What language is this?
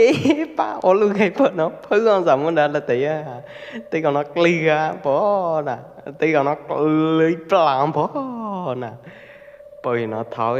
Pwo Eastern Karen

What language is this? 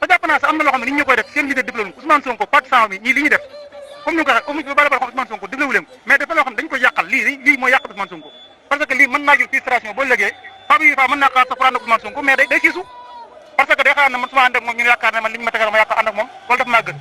Wolof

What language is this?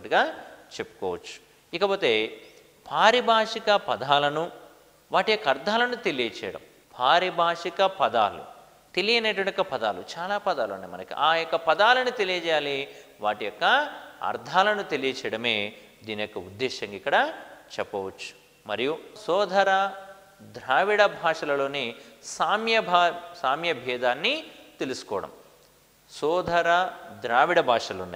Telugu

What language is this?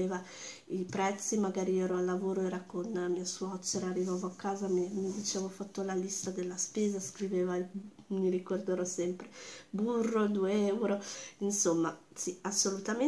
Italian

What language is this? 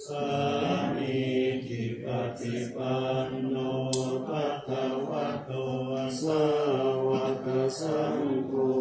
Pali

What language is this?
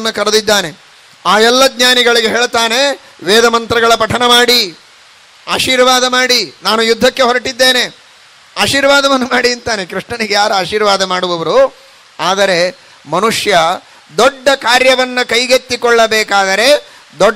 Kannada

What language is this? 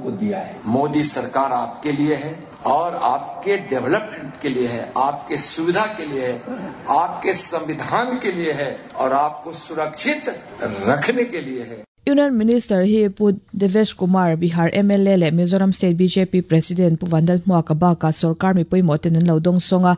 Mizo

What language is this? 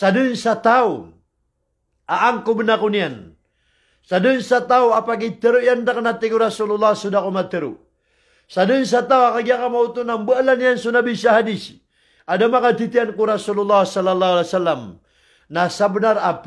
Maranao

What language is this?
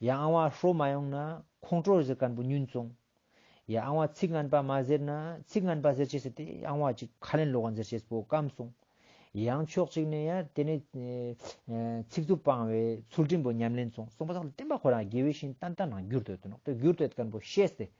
Ladakhi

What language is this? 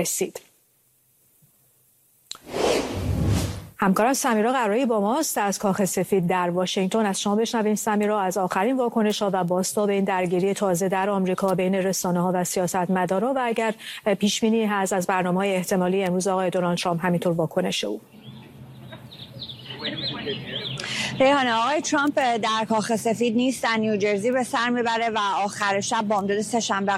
Persian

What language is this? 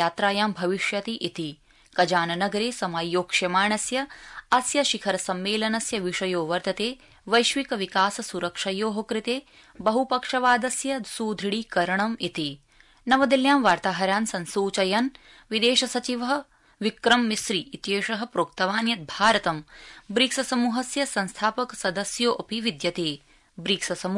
Sanskrit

